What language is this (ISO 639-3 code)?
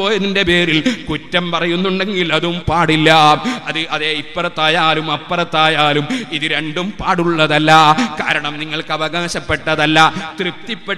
mal